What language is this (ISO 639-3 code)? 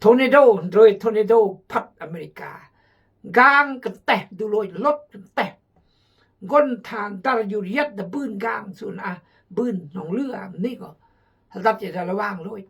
kjg